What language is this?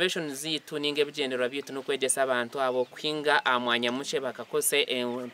Nyankole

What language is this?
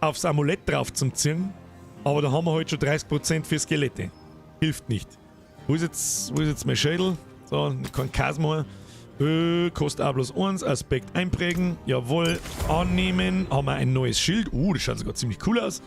Bavarian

